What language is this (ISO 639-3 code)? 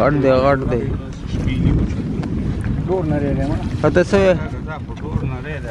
pus